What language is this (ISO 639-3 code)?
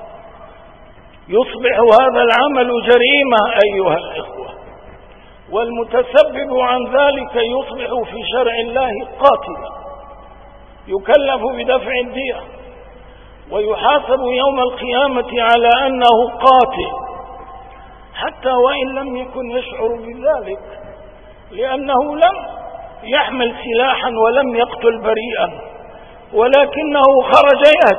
ara